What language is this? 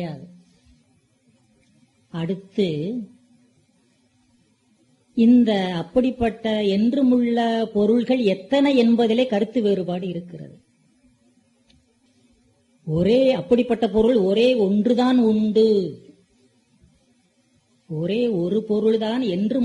Tamil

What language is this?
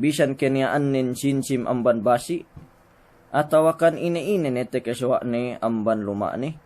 Yakan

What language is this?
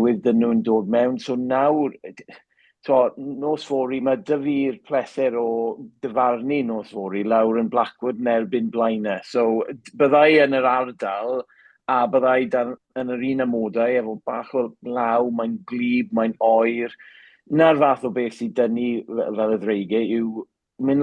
Welsh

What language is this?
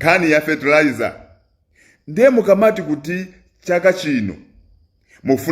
Nyanja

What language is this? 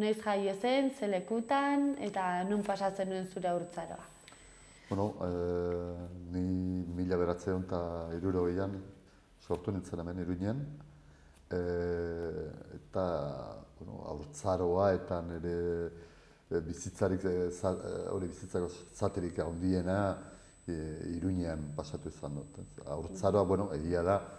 Basque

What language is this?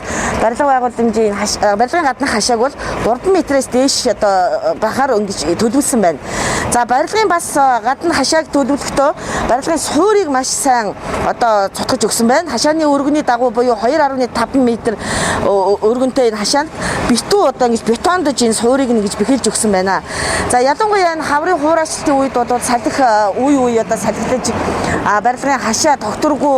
Mongolian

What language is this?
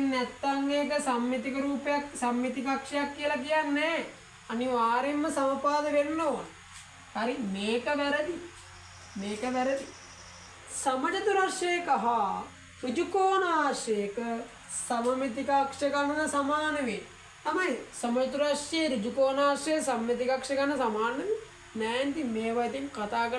Sinhala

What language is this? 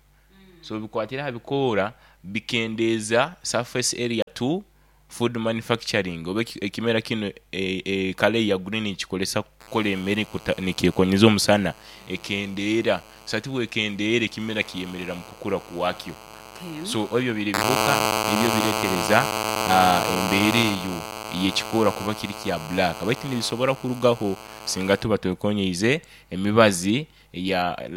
Nyoro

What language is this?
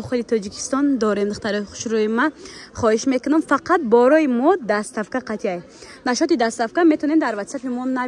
Tajik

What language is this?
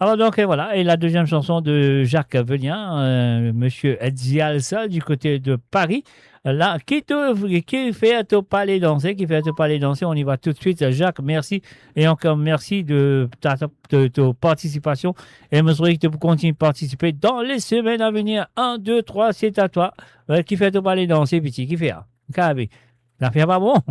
Morisyen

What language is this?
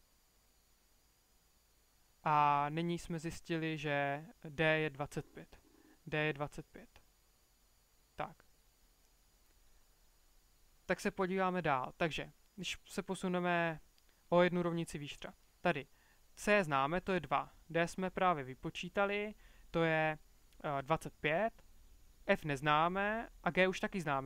Czech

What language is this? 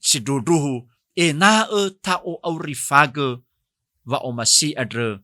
Nias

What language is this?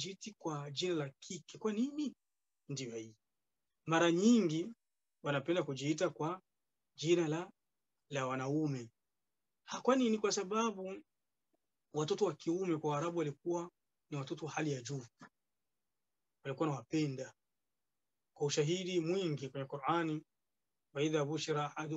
Swahili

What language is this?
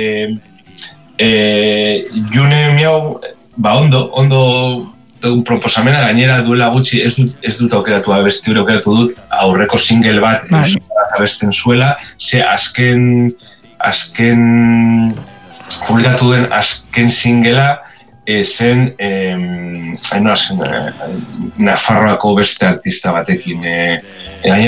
Basque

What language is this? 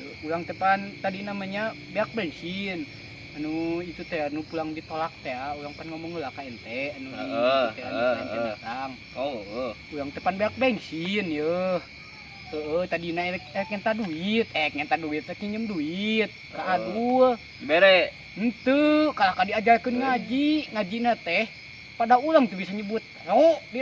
Sundanese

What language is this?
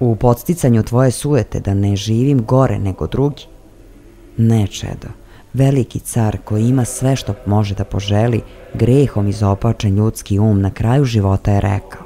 Serbian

